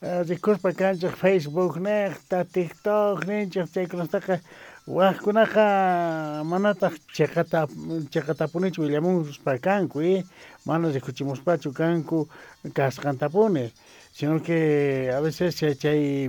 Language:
South Bolivian Quechua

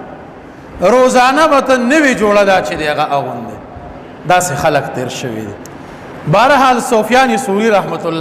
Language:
Pashto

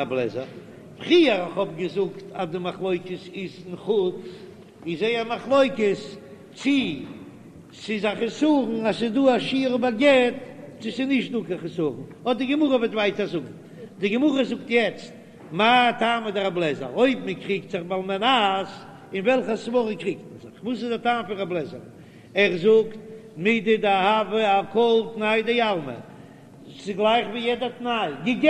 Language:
Yiddish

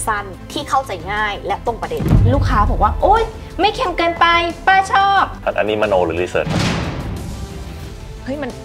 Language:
Thai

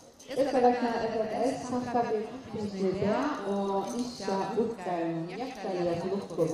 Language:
Faroese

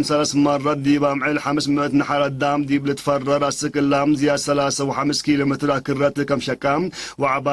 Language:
Tigre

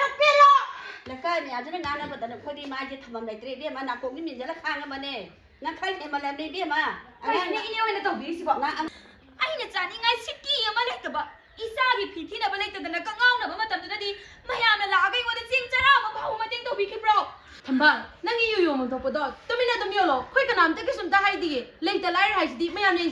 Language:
Manipuri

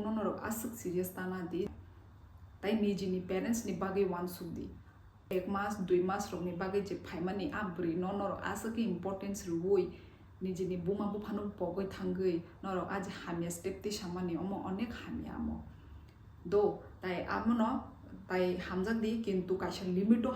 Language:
Kok Borok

